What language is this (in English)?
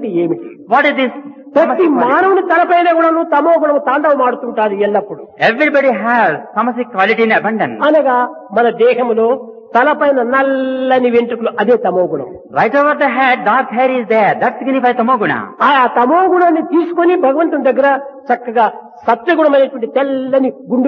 Telugu